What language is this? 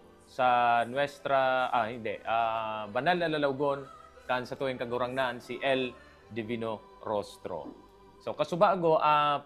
Bikol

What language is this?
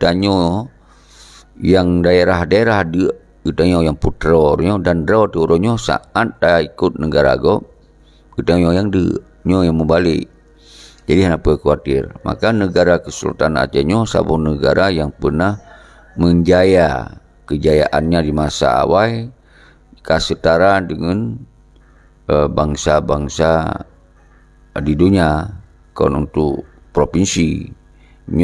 Achinese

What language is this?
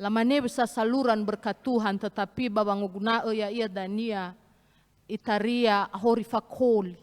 Nias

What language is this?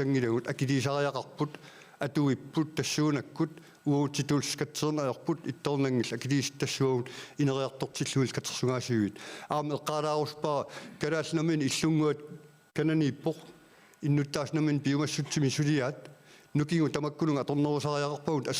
Kalaallisut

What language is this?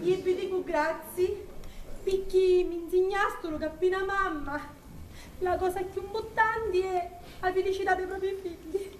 Sicilian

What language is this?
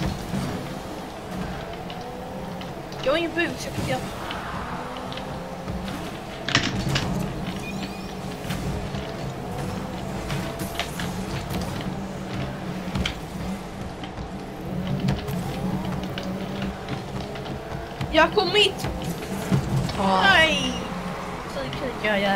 Swedish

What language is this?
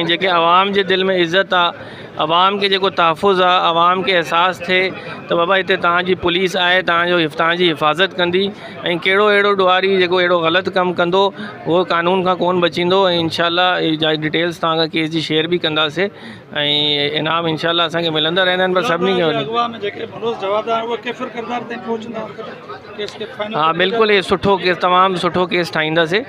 Sindhi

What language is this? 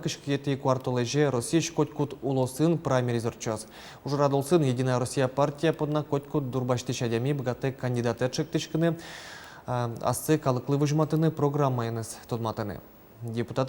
Udmurt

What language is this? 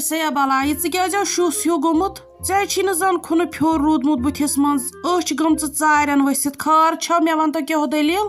Kashmiri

